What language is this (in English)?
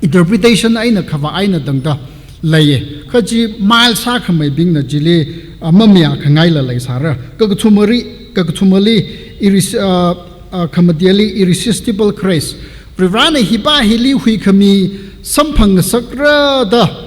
Tangkhul Naga (India)